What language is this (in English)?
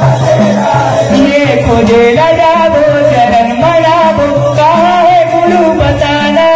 Chhattisgarhi